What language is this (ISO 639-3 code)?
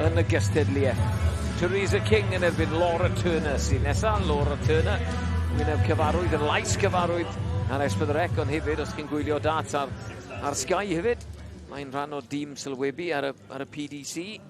cym